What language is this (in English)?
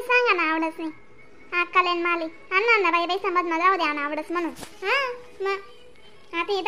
Khandesi